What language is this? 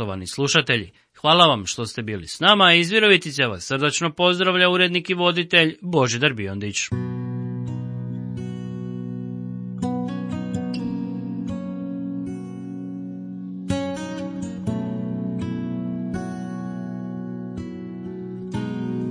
Croatian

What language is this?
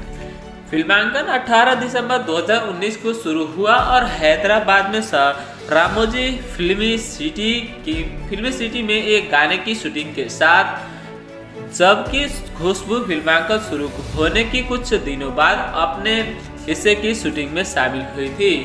Hindi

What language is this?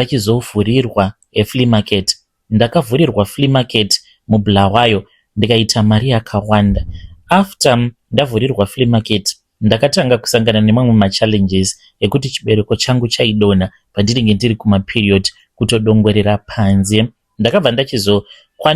Shona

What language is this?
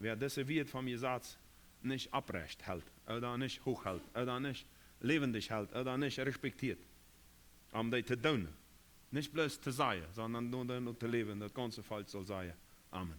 Plautdietsch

